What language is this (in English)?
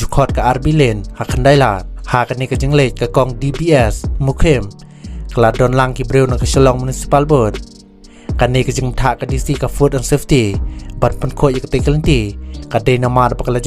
Khasi